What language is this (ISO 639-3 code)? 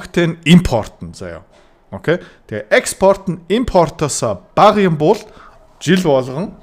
mon